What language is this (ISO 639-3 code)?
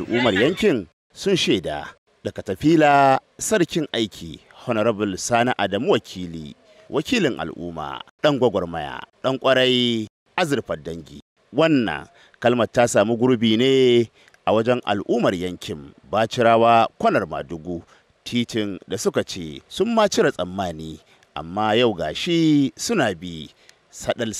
hau